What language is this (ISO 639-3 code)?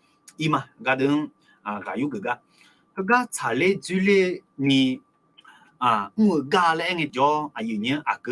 ahk